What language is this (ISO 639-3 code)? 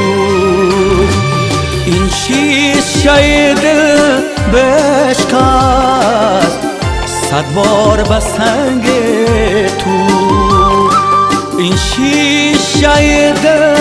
fas